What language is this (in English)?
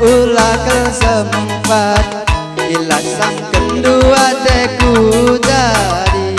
Batak Karo